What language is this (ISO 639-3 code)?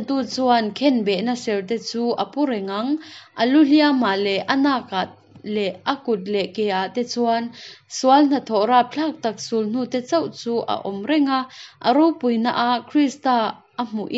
cnh